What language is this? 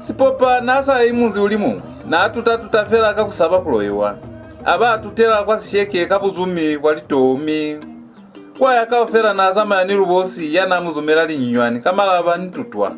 Lozi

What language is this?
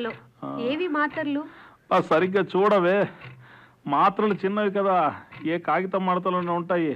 Telugu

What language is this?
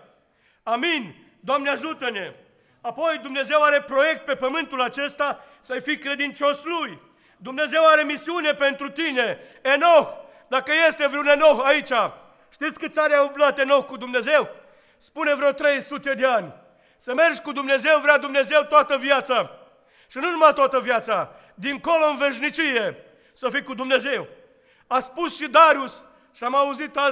Romanian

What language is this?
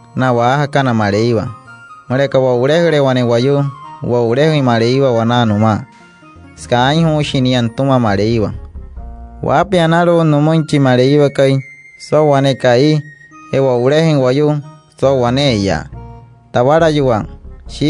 Wayuu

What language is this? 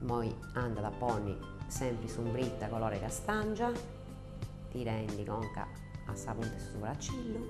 Sardinian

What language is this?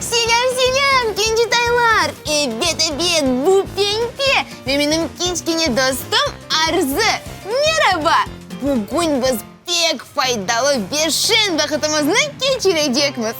Crimean Tatar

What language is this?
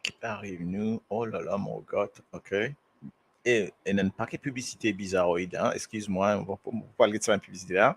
Morisyen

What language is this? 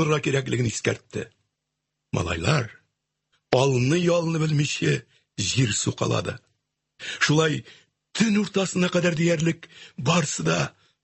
Tatar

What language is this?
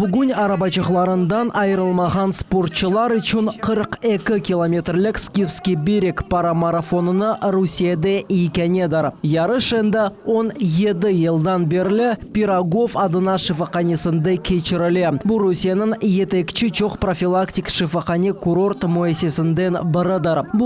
Crimean Tatar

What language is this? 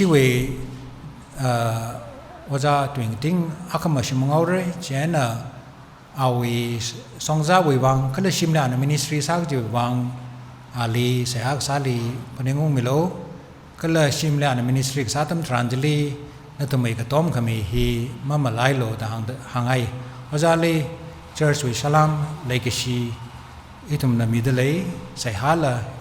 Tangkhul Naga (India)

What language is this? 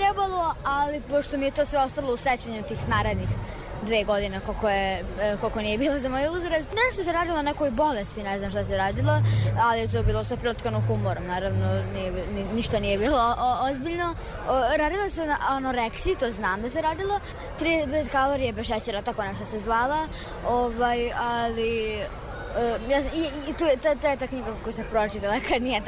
Serbian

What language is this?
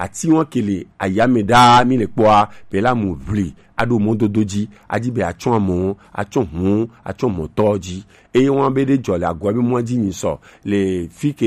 Gen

